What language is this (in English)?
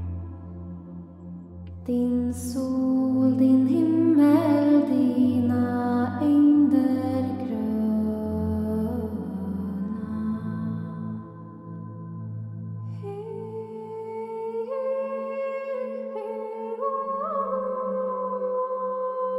Swedish